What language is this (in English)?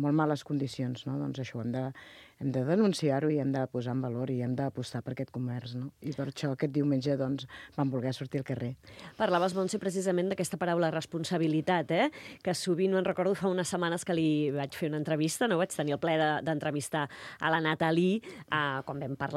Catalan